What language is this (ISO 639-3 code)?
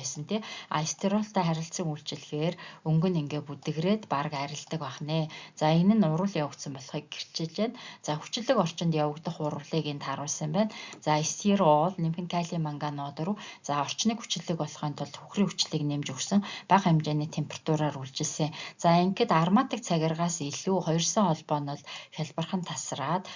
mon